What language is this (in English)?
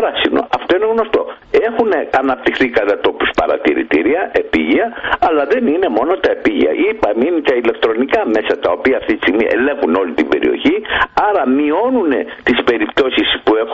Greek